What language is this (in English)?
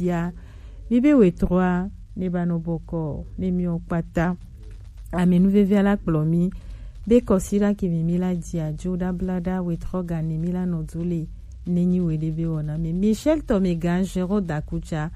Gen